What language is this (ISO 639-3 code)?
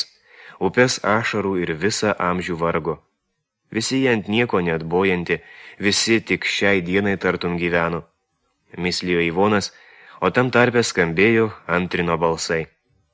lit